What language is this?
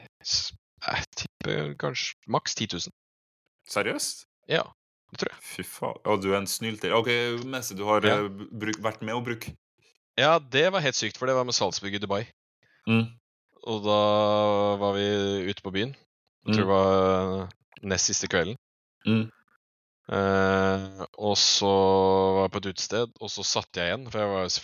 Norwegian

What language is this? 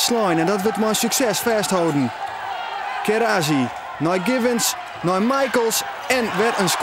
Western Frisian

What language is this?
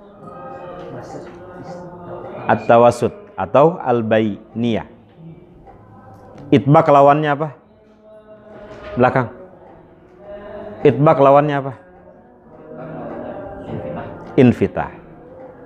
Indonesian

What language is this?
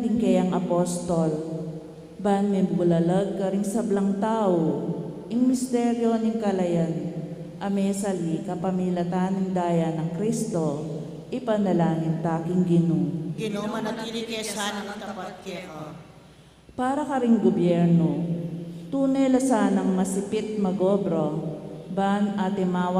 Pampanga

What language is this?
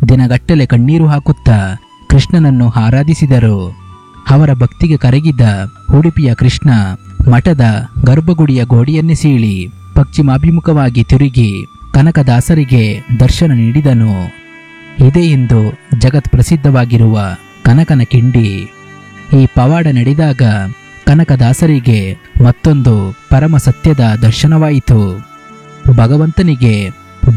Kannada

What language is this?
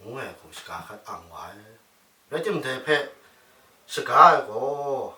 Kachin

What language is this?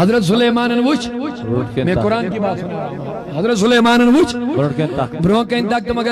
Kashmiri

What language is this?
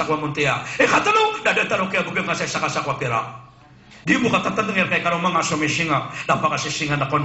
Maranao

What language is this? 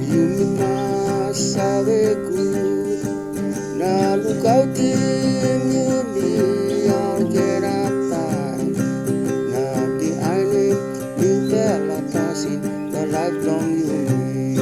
Tok Pisin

